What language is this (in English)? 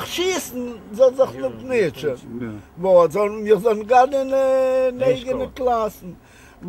Yiddish